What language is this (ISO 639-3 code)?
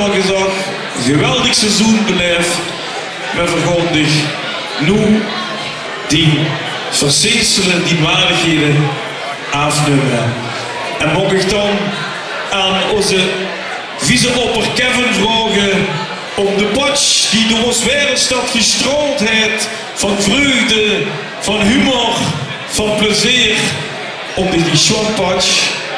lim